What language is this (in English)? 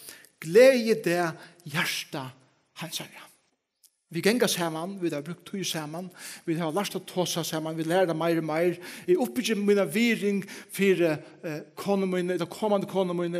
Faroese